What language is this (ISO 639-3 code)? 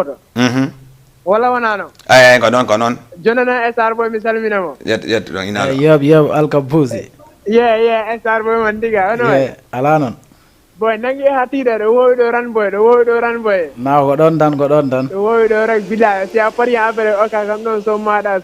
ful